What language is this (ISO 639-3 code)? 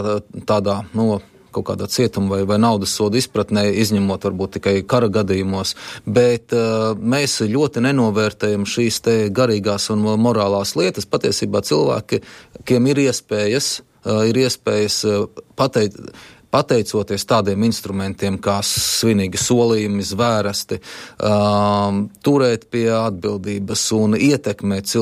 lav